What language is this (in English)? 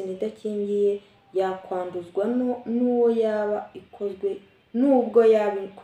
Kinyarwanda